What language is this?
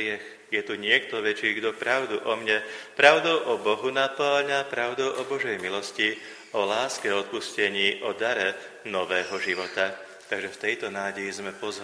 Slovak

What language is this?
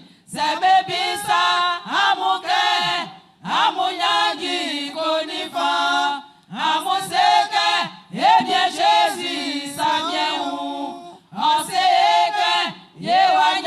Baoulé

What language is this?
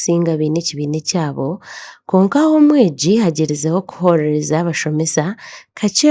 Nyankole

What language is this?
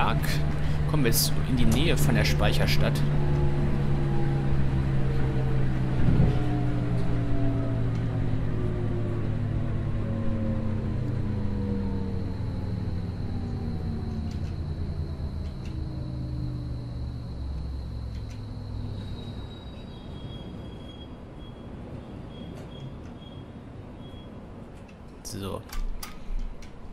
German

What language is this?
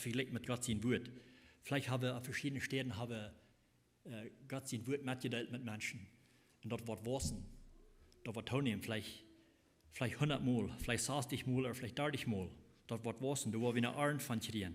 Plautdietsch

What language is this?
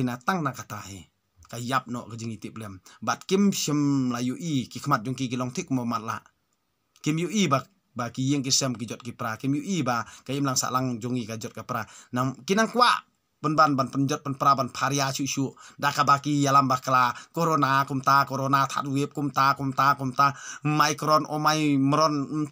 Khasi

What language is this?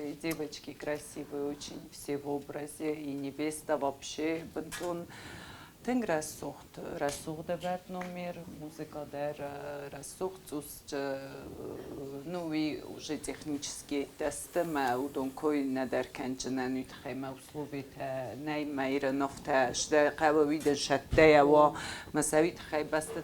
Ossetic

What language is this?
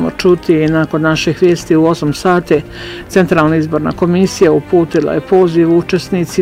Bosnian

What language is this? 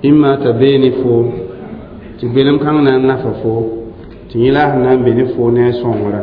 Mossi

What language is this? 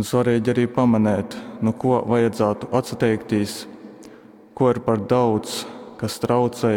Latgalian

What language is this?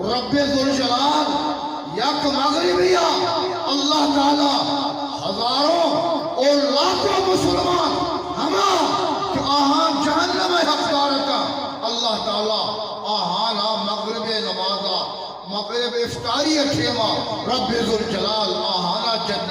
Eastern Balochi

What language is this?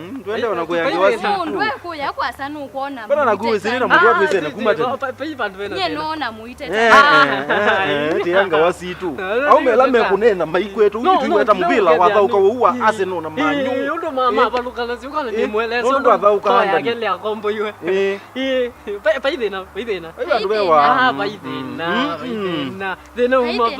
Kamba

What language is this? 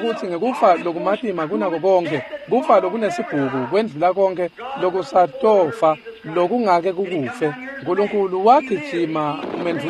Swati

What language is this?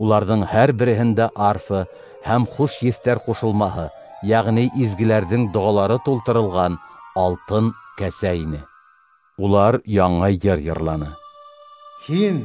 Bashkir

